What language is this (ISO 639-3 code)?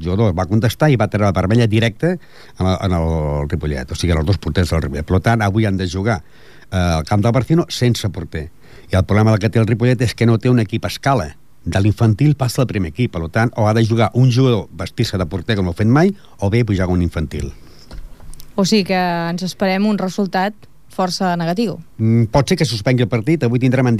cat